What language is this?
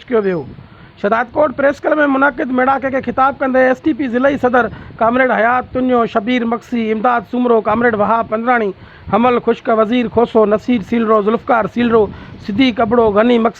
Sindhi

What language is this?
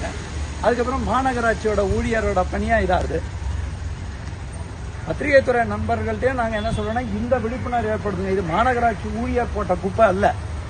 Tamil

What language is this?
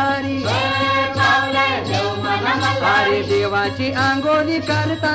Marathi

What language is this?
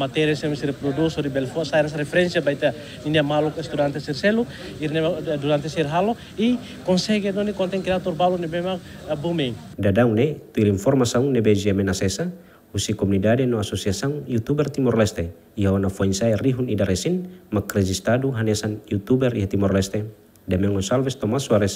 Tetum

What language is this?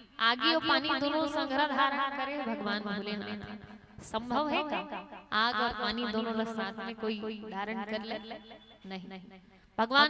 Chhattisgarhi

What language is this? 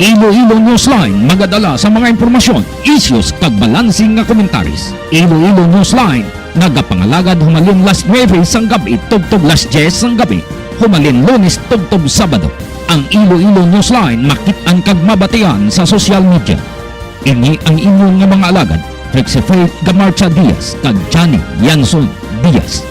Hiligaynon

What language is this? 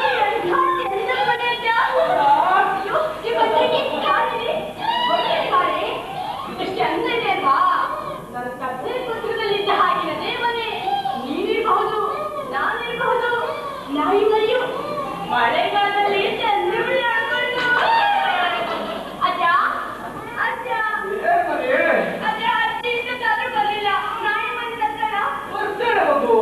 Kannada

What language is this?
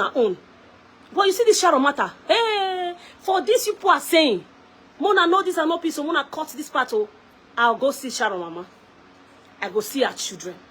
Nigerian Pidgin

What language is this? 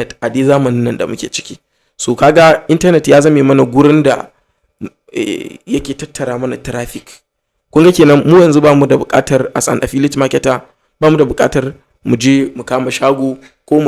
Hausa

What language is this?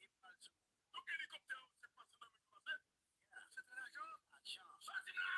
Haitian Creole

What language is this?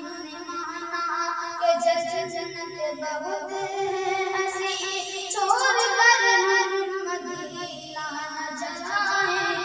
Urdu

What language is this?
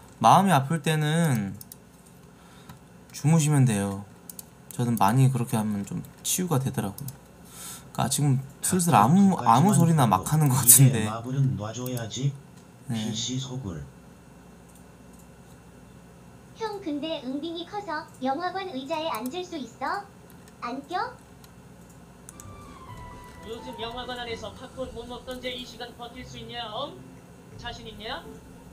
Korean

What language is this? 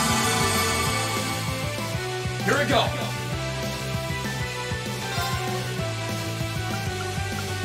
English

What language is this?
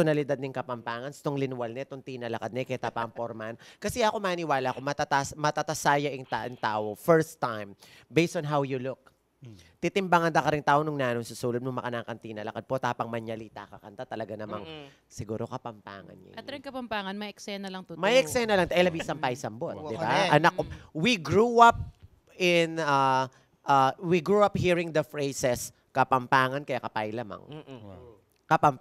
Pampanga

